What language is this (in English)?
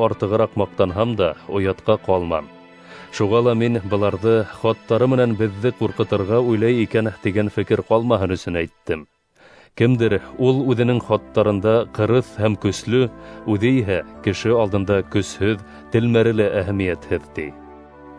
Bashkir